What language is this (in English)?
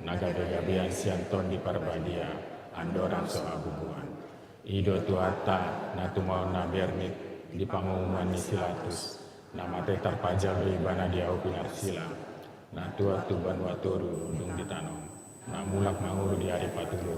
Batak Toba